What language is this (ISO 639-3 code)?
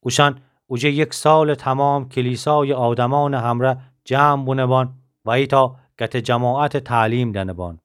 glk